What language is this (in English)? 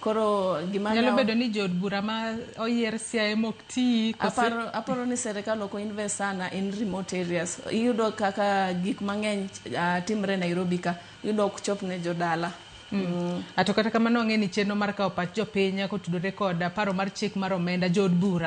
Luo (Kenya and Tanzania)